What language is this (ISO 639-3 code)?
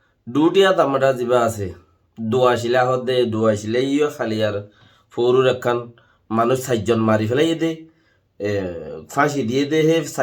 rhg